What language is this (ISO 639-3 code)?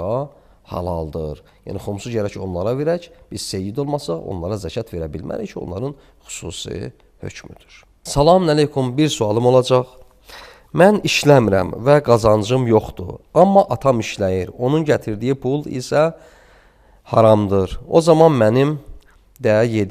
aze